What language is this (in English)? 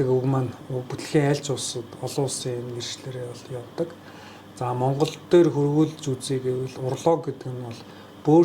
Mongolian